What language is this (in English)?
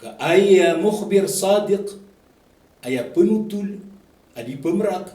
Maranao